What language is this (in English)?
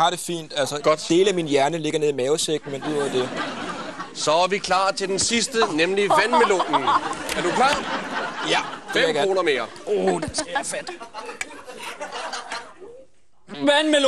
Danish